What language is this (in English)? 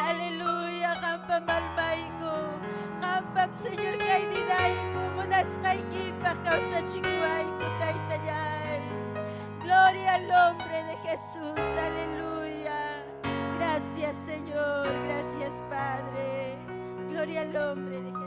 Ayacucho Quechua